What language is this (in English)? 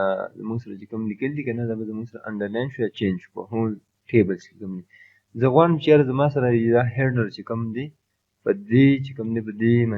Pashto